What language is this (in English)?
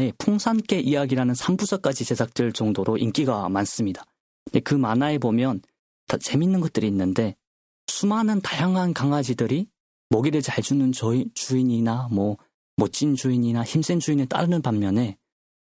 Korean